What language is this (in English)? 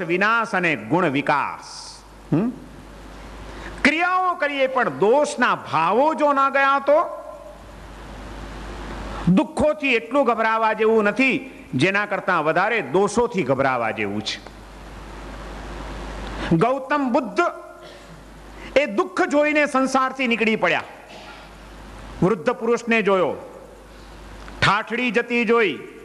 Gujarati